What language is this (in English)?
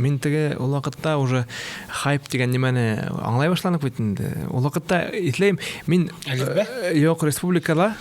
Bashkir